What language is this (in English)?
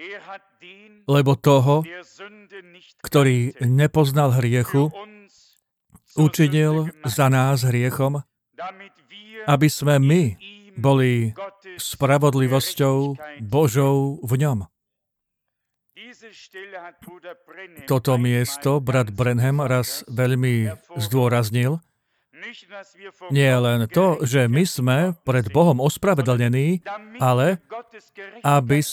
Slovak